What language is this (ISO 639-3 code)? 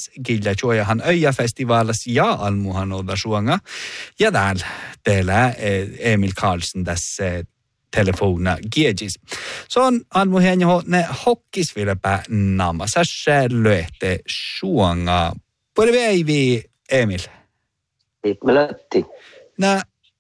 sme